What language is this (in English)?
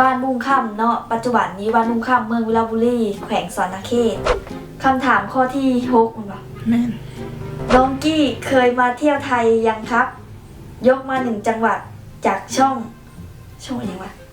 Lao